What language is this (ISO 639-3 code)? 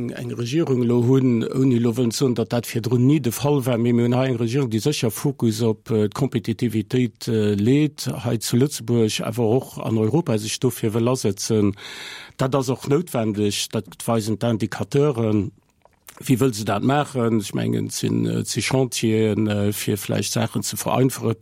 ltz